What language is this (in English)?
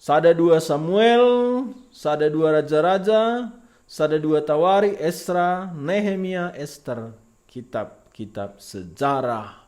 Batak Karo